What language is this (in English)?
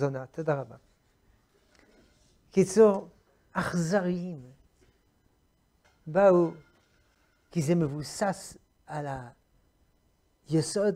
Hebrew